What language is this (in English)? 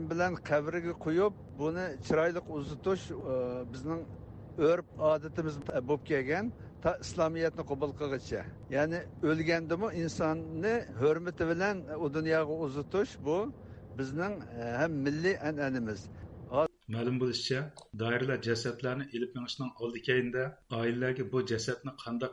Uyghur